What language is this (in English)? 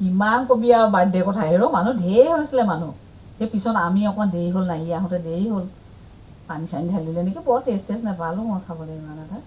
Assamese